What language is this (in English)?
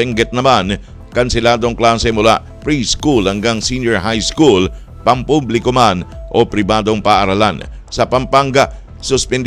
Filipino